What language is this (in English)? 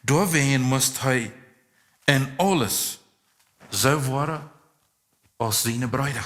Plautdietsch